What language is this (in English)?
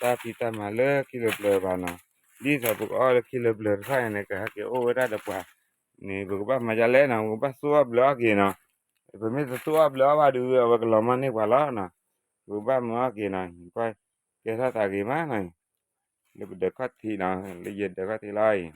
S'gaw Karen